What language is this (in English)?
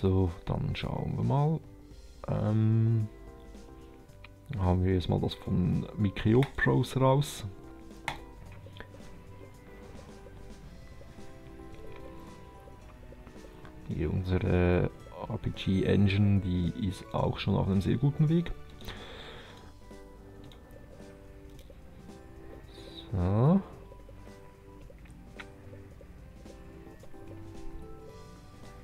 German